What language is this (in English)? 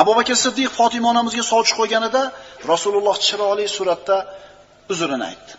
Uzbek